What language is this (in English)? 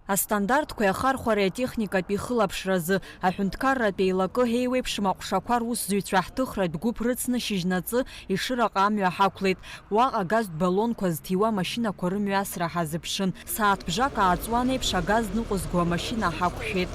Abkhazian